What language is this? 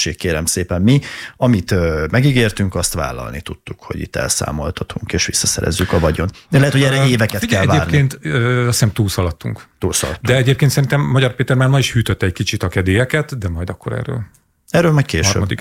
Hungarian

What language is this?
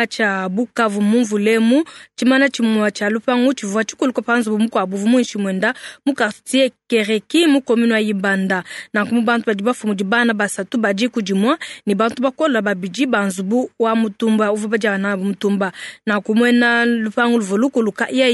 Luba-Lulua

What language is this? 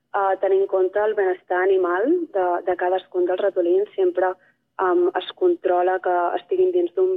Catalan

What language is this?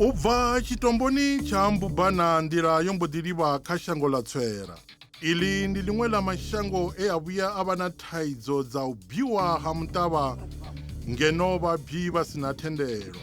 Venda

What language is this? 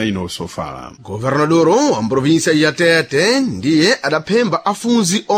Sena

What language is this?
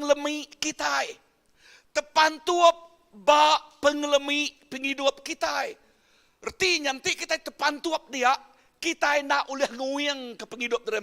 Iban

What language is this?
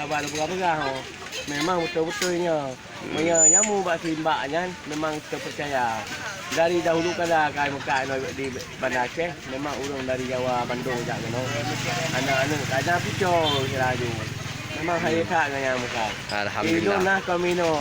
Achinese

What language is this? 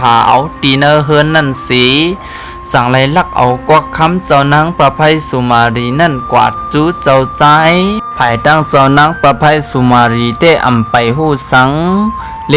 Shan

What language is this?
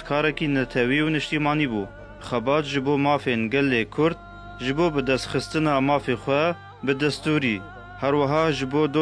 Kurdish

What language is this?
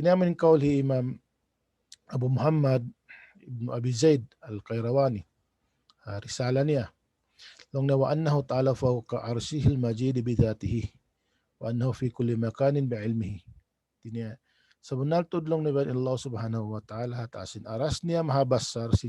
Tausug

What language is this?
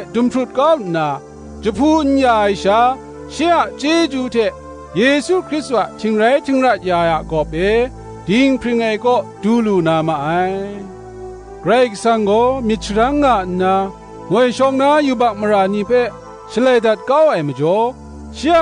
Kachin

